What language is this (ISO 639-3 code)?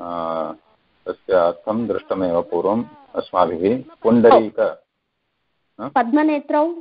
san